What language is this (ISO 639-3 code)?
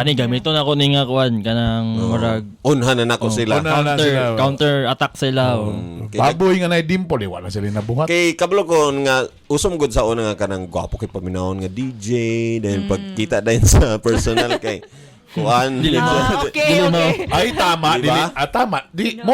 ceb